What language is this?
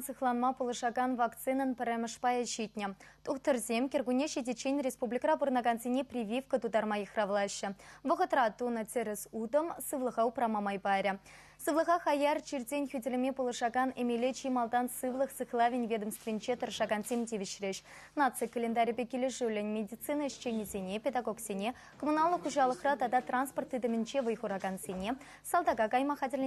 Chuvash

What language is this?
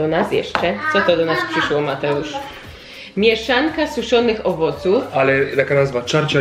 Polish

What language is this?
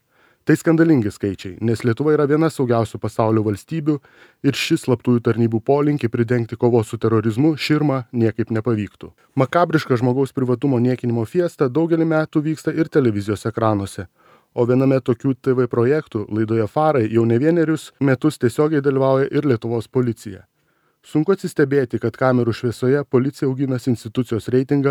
Lithuanian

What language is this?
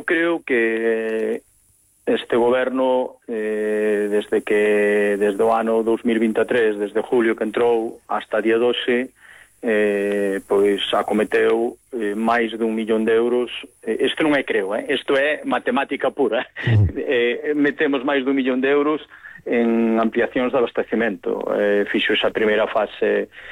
Galician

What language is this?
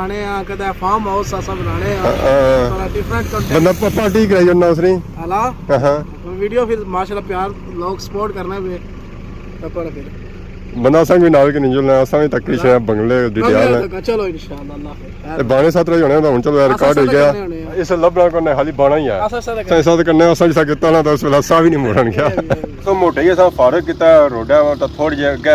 Pahari-Potwari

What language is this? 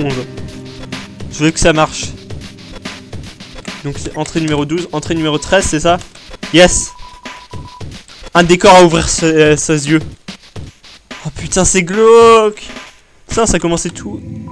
French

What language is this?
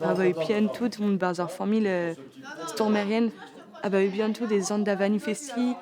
Breton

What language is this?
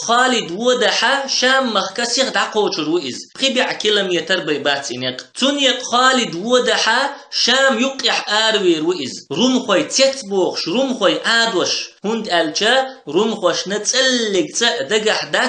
Chechen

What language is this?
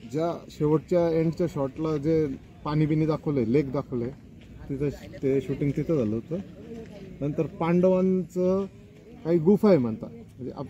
Marathi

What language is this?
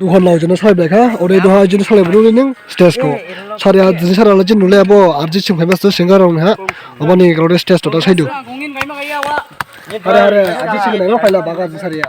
Dimasa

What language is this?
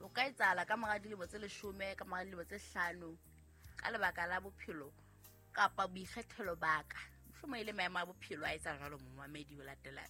Southern Sotho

